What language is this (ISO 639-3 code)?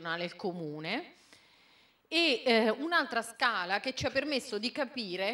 ita